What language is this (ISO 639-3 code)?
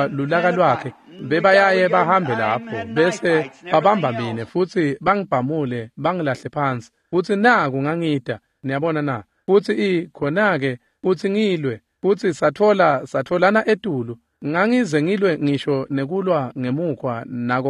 ssw